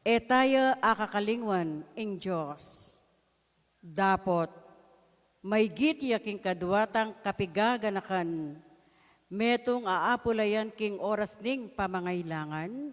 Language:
Pampanga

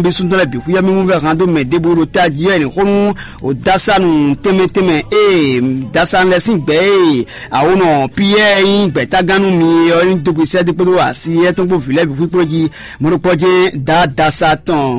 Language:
Fon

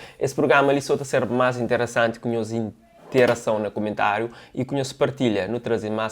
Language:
Kabuverdianu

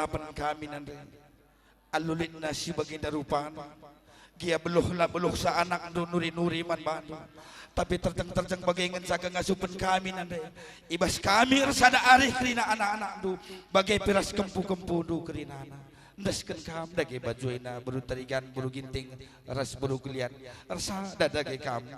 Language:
Batak Karo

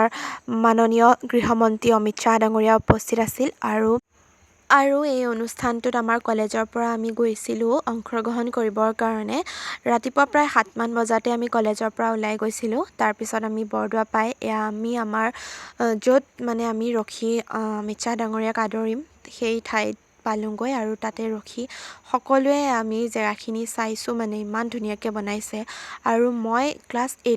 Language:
Assamese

